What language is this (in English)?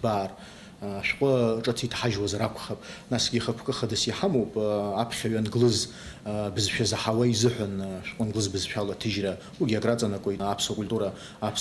Abkhazian